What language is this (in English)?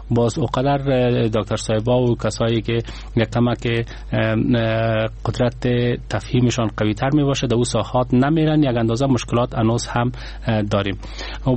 Persian